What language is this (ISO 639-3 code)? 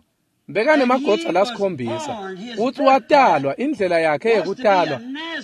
ssw